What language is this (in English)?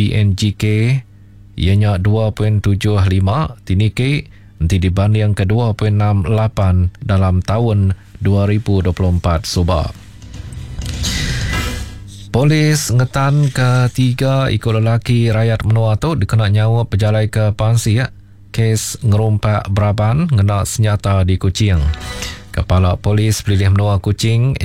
Iban